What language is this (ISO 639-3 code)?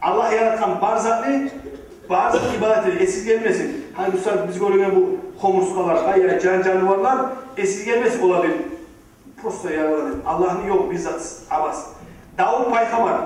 kum